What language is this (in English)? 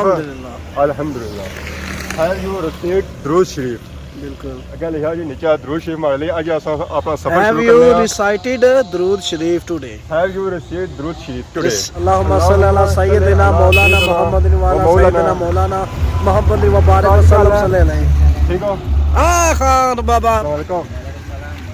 Pahari-Potwari